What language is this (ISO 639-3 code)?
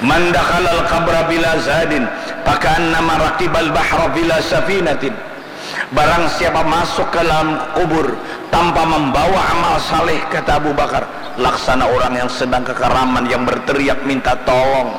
bjn